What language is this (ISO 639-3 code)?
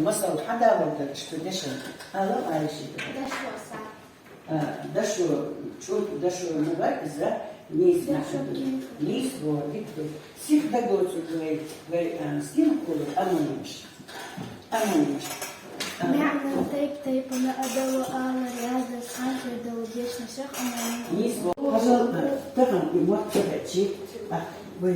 che